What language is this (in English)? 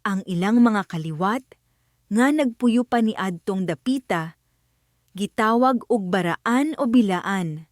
Cebuano